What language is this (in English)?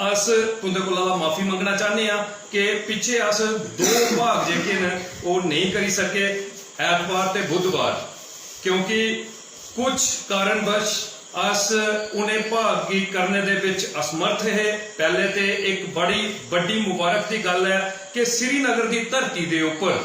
Dogri